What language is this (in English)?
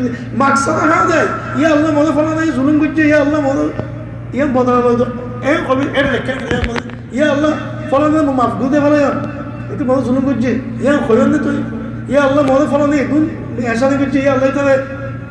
Rohingya